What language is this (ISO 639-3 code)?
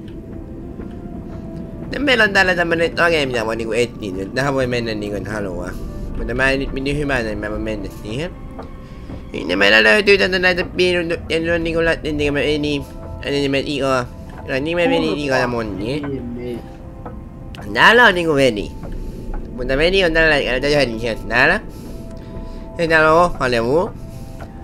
fin